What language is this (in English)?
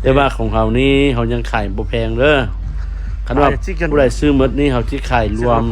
Lao